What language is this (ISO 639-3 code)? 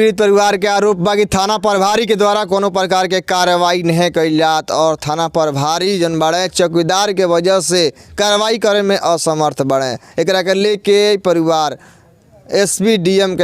bho